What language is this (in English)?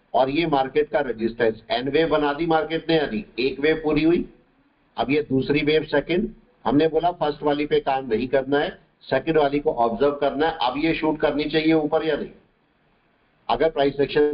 Hindi